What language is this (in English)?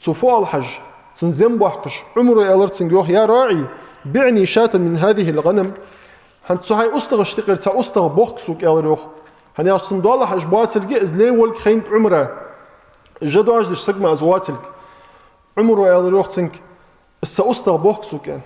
Ingush